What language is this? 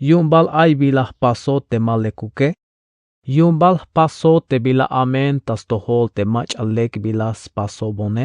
Tzeltal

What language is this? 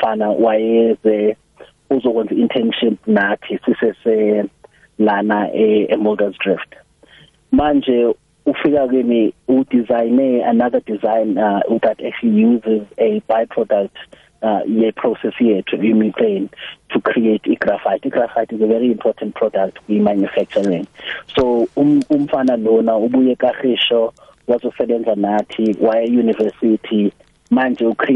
South Ndebele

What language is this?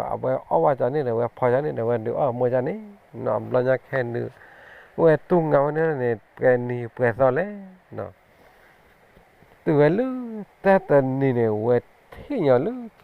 S'gaw Karen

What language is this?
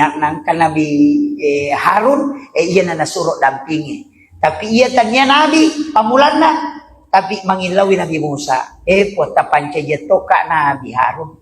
Buginese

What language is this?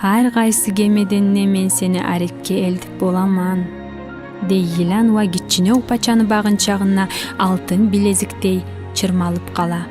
Kumyk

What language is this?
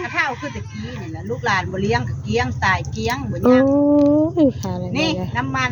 Northeastern Thai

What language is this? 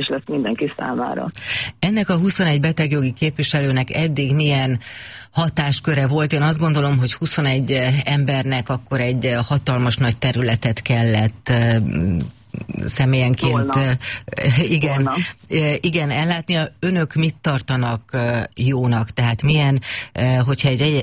Hungarian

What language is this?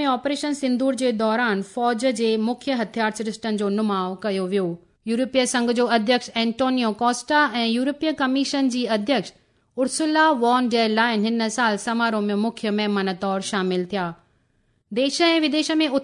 Sindhi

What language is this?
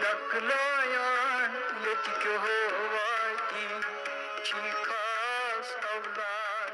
Kashmiri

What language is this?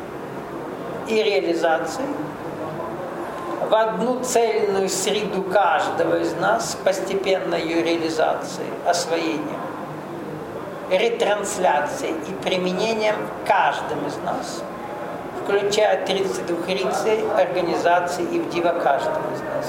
Russian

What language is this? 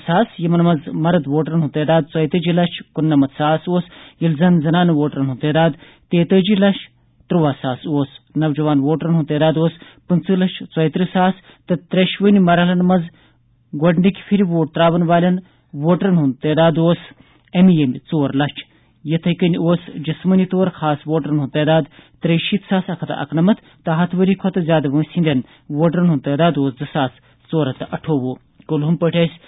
Kashmiri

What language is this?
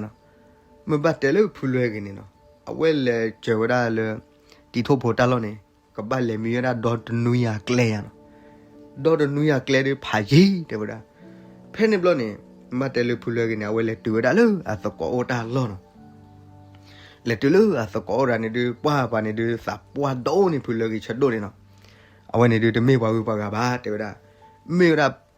S'gaw Karen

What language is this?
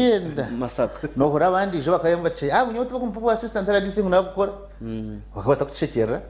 Nyankole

